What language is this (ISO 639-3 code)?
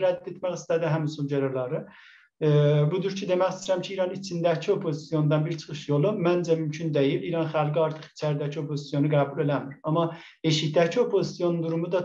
azb